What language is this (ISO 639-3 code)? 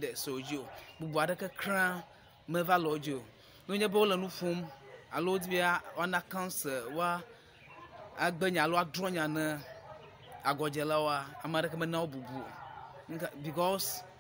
ewe